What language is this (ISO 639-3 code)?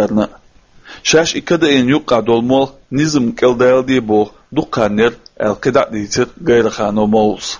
che